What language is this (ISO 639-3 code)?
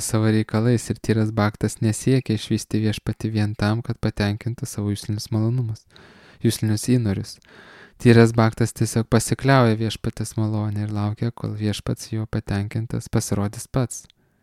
lit